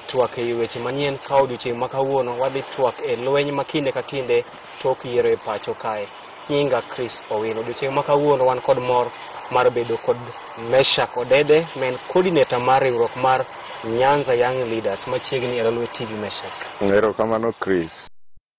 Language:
Luo (Kenya and Tanzania)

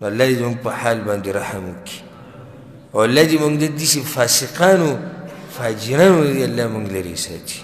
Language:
Pashto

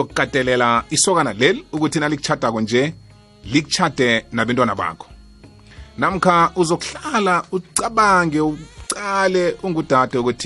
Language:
South Ndebele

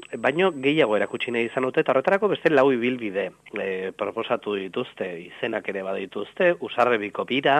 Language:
Basque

